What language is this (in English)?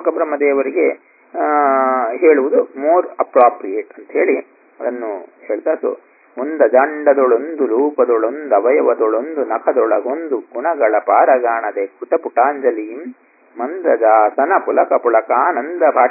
Kannada